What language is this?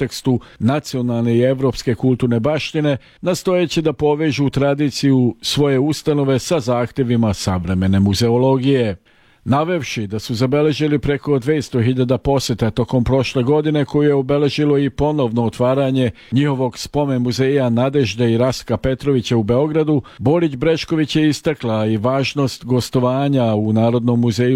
Serbian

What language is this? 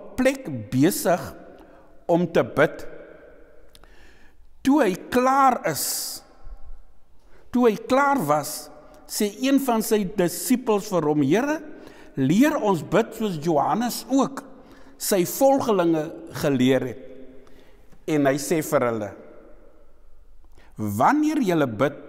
Afrikaans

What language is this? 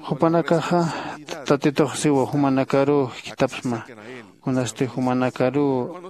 Aymara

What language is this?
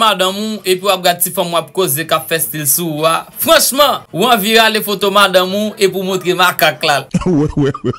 Haitian Creole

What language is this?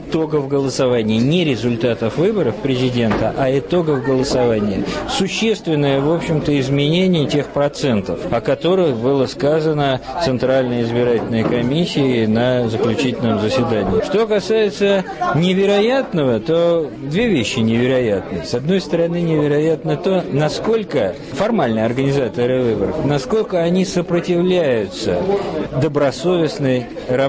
Russian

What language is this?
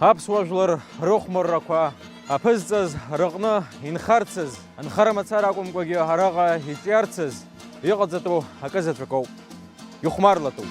Abkhazian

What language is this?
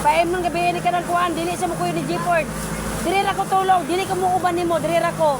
Cebuano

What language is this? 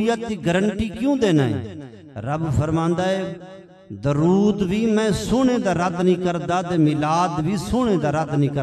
Saraiki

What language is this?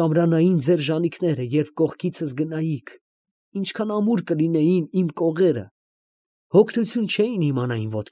Armenian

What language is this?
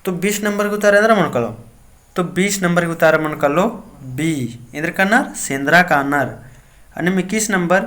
Kurukh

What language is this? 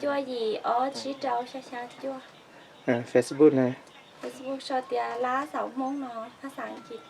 Hmong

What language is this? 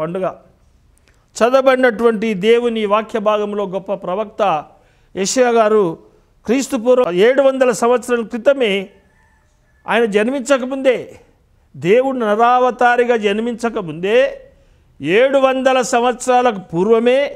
Telugu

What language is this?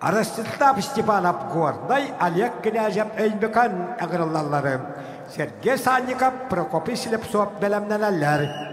Yakut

